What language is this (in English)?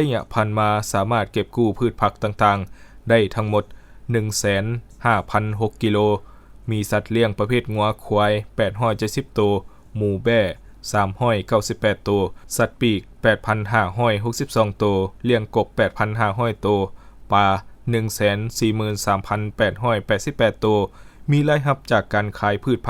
Lao